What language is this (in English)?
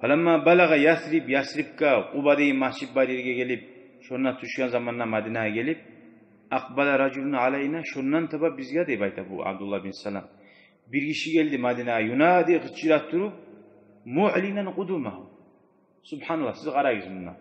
Kumyk